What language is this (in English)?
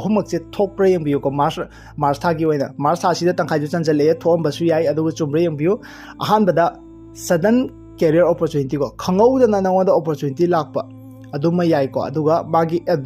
Manipuri